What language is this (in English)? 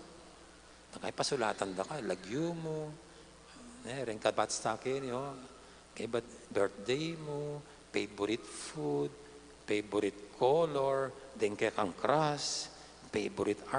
Pampanga